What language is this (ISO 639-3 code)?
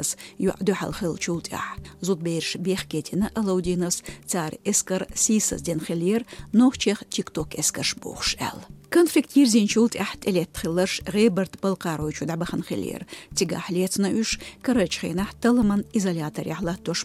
che